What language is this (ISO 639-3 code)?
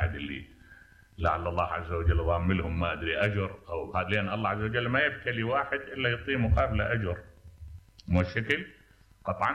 acm